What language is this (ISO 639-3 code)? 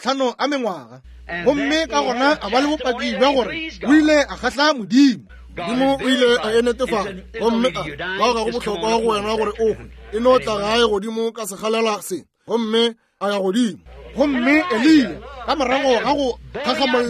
nso